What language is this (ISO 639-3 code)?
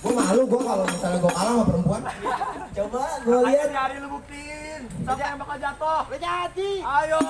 bew